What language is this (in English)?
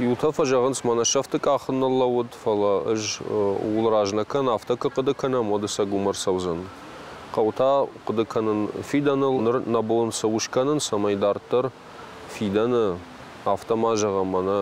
Ossetic